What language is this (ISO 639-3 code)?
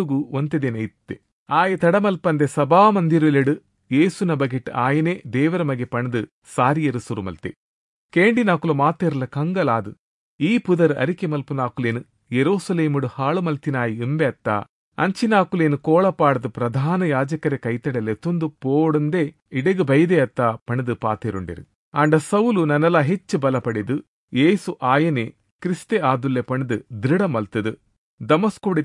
tcy